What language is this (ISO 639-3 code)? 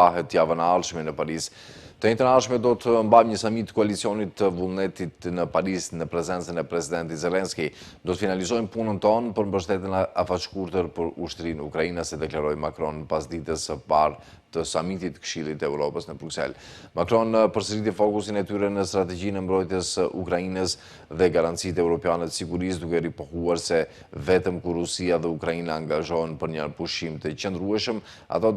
sqi